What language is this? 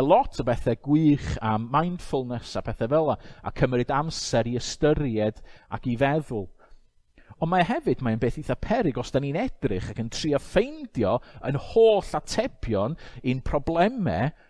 Welsh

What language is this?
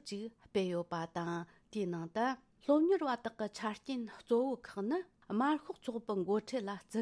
Tibetan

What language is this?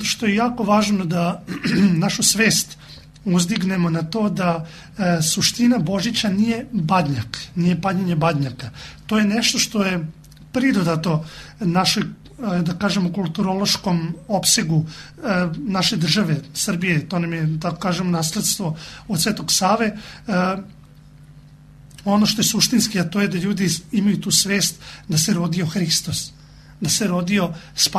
Serbian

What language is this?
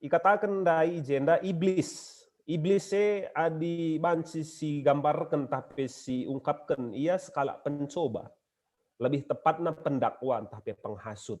Batak Karo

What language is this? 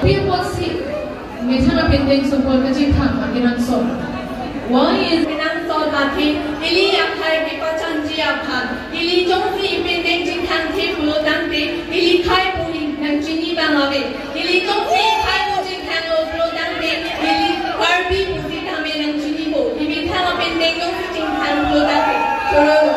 Karbi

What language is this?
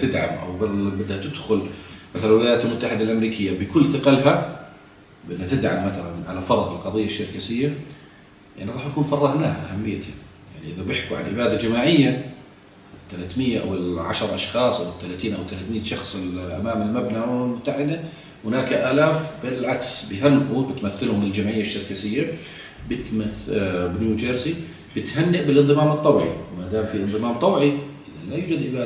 South Levantine Arabic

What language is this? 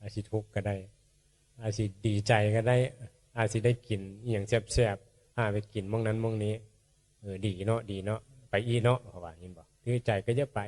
Northeastern Thai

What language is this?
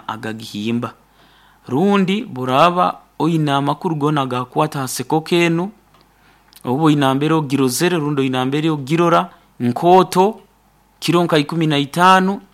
Nyankole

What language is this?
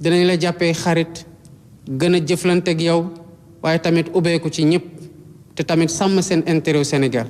Wolof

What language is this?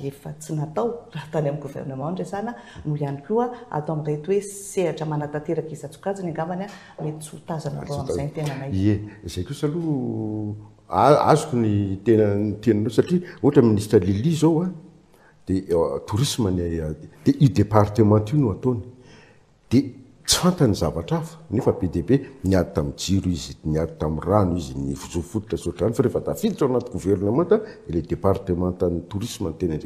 Malagasy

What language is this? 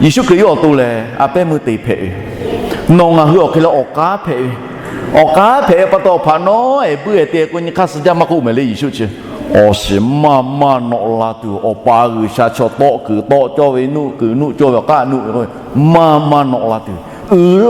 Lahu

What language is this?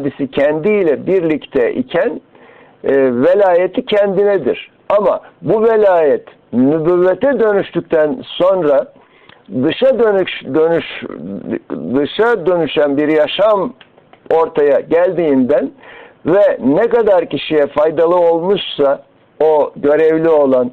Turkish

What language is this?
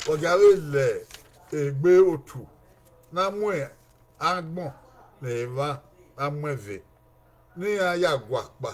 Bini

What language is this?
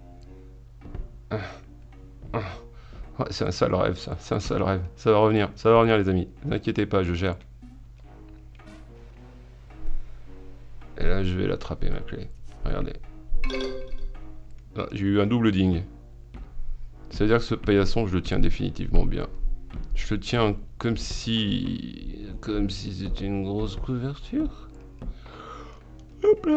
French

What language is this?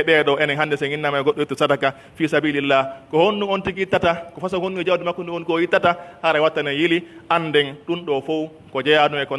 Pular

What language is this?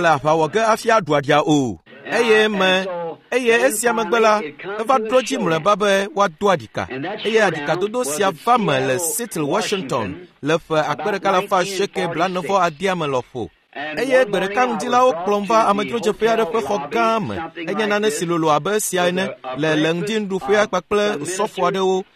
Ewe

